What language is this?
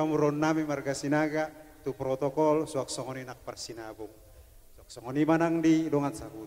Batak Toba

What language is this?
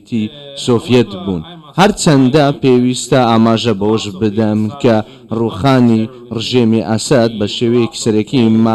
Central Kurdish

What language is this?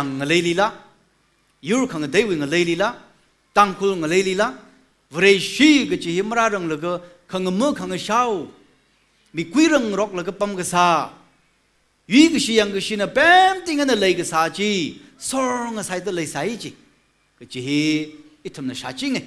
Tangkhul Naga (India)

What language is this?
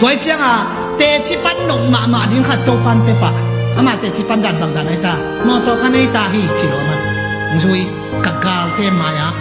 Tedim Chin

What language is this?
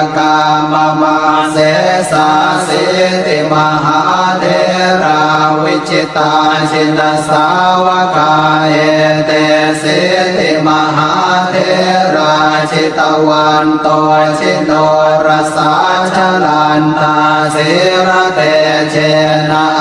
Pali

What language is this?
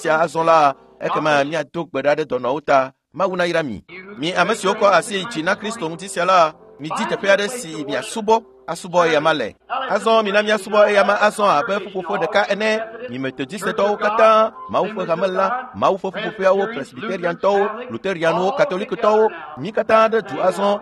Ewe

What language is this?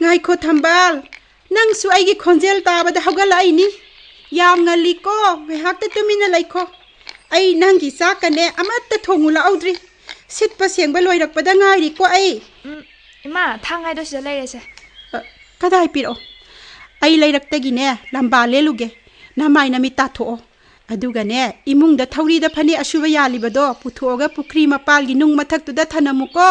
Manipuri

